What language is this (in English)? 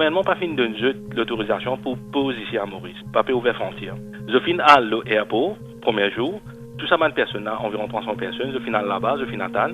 Morisyen